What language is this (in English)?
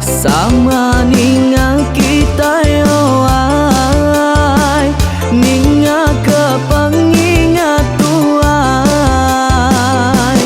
Iban